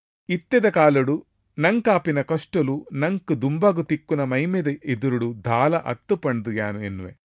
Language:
Tulu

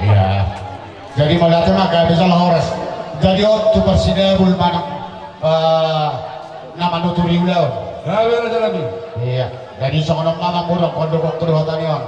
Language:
Batak Toba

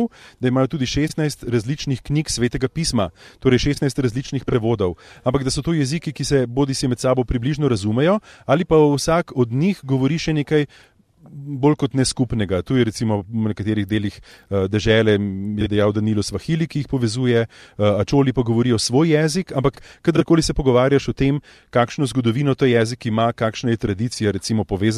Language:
Slovenian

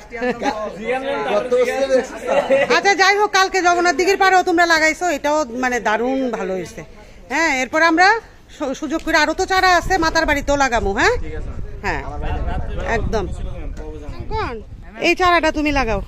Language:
Bangla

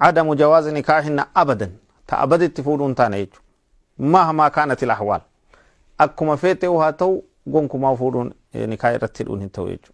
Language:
Oromo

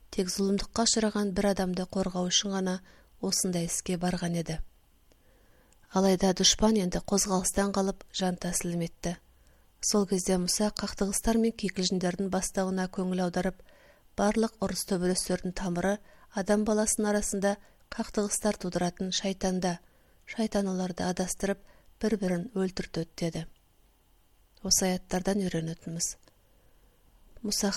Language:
Kazakh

